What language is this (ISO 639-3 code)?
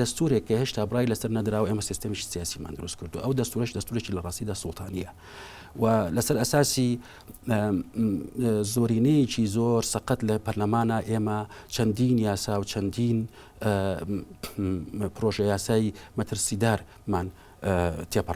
ckb